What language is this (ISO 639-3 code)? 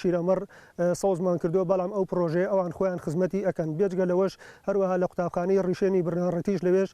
ckb